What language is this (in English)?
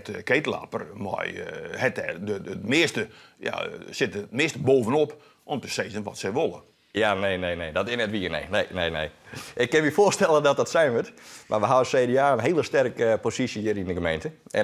Western Frisian